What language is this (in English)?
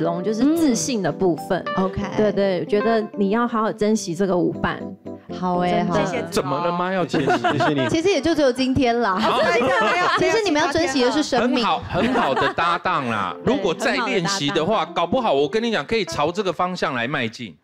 Chinese